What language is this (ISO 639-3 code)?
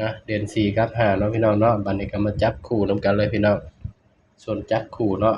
tts